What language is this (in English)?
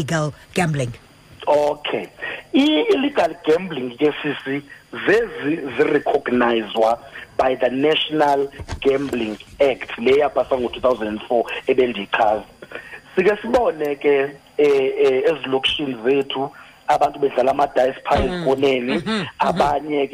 Xhosa